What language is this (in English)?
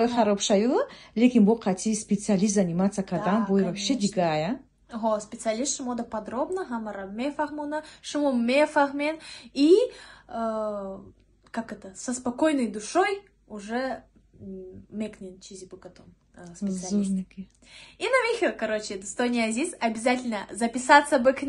Tajik